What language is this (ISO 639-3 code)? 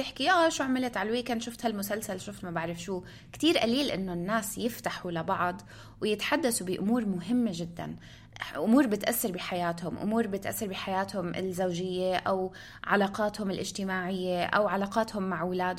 apc